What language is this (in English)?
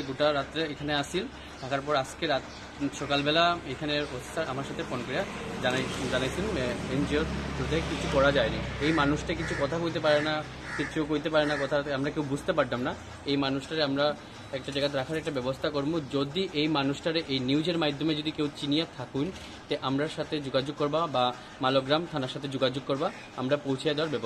Bangla